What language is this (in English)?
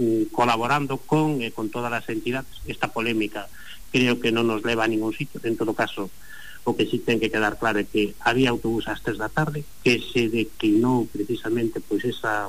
Galician